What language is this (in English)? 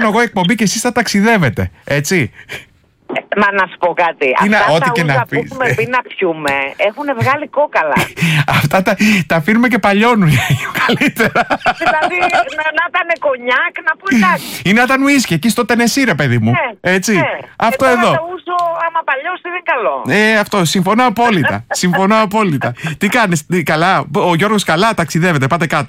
Greek